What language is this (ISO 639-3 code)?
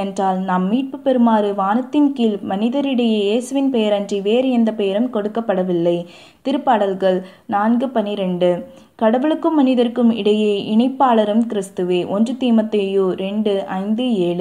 tam